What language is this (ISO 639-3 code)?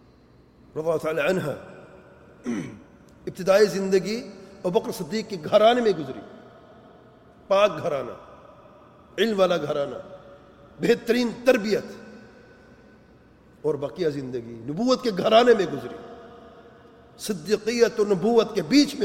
urd